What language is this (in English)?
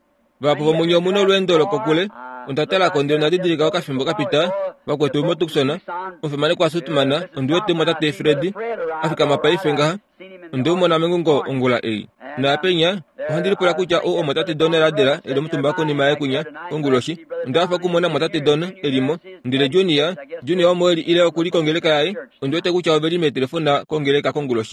Kuanyama